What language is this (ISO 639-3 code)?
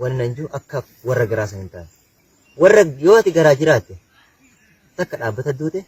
orm